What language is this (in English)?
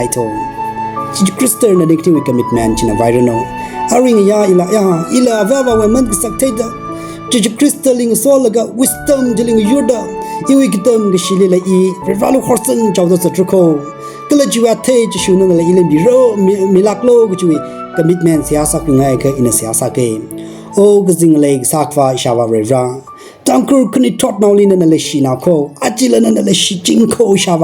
Tangkhul Naga (India)